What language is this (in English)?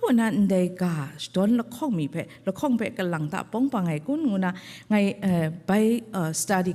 Kachin